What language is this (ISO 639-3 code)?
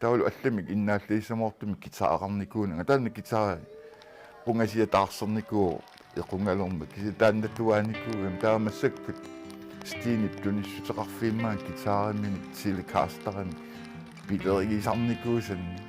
kal